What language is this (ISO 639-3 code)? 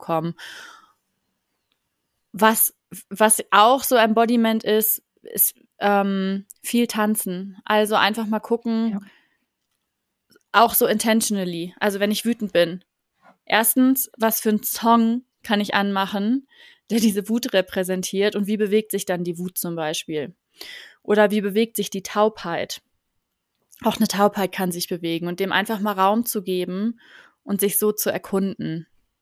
deu